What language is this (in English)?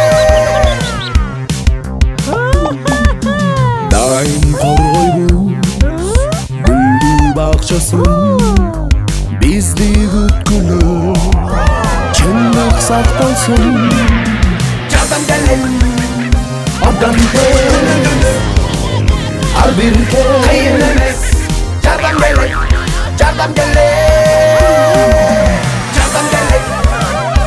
Kyrgyz